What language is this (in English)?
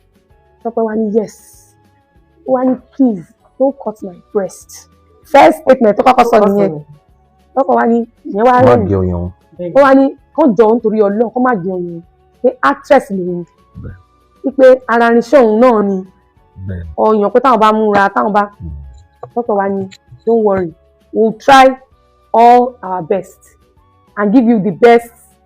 Yoruba